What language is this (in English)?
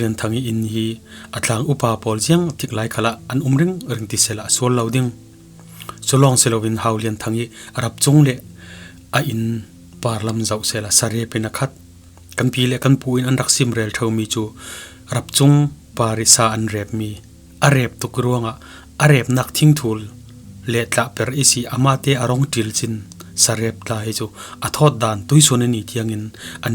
Falam Chin